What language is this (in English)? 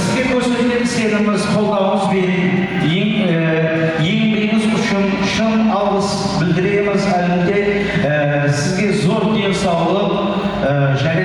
Kara-Kalpak